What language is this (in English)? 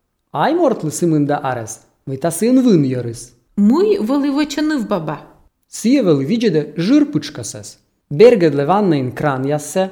Albanian